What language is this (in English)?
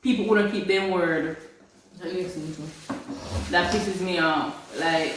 Jamaican Creole English